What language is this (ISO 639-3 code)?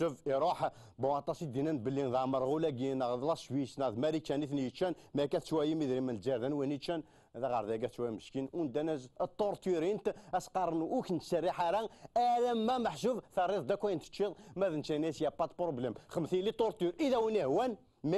kab